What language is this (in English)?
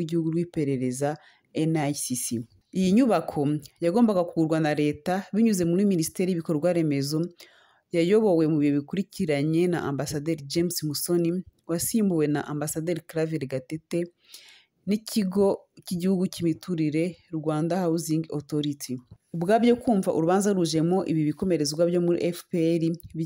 Kinyarwanda